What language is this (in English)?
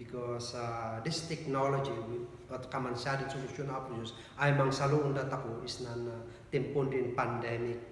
Kankanaey